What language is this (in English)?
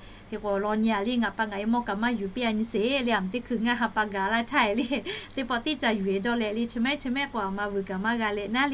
Lahu